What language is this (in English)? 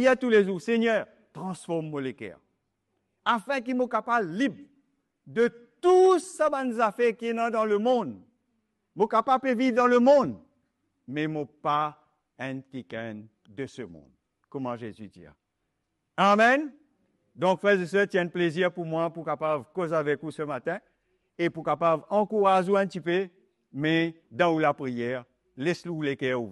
Morisyen